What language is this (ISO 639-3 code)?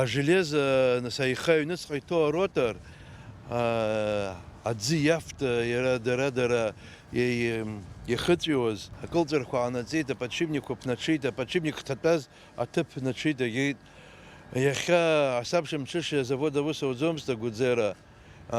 abk